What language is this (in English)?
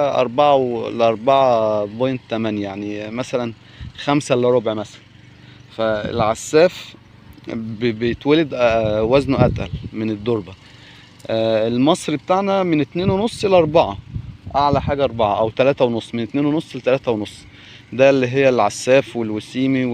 Egyptian Arabic